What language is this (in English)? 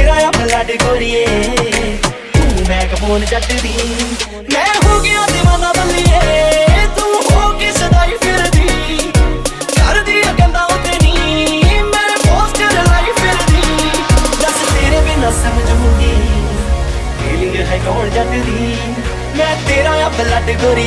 Punjabi